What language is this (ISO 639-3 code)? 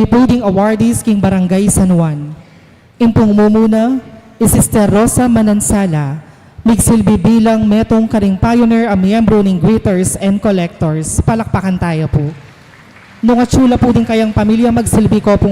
pam